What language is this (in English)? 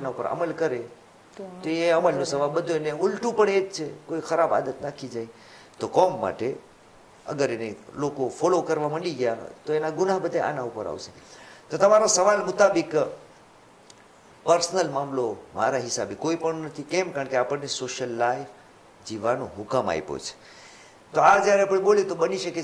Gujarati